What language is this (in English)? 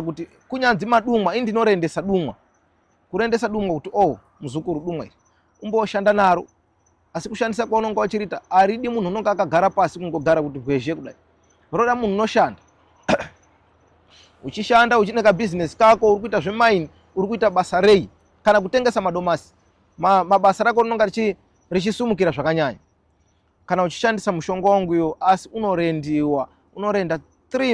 Shona